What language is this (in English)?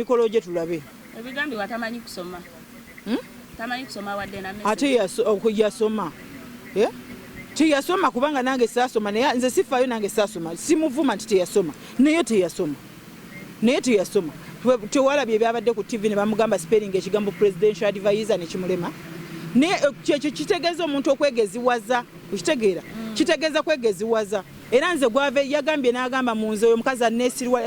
Ganda